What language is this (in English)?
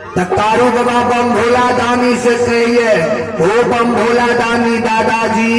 Maithili